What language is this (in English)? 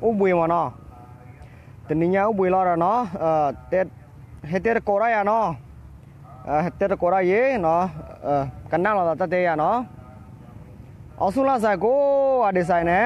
S'gaw Karen